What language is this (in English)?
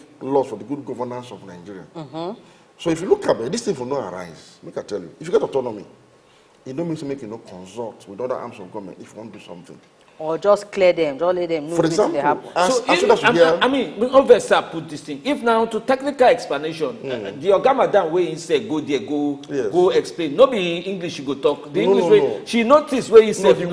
Nigerian Pidgin